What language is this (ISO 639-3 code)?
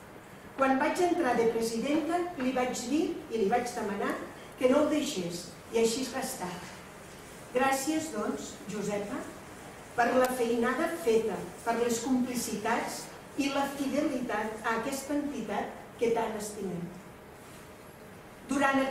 cat